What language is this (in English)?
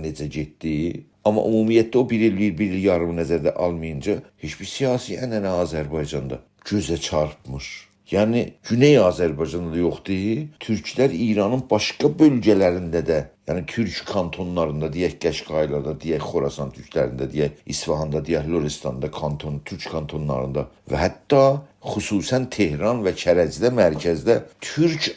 South Azerbaijani